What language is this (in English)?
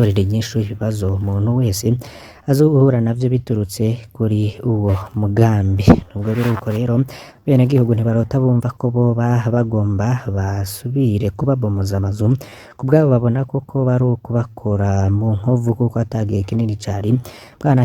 Rundi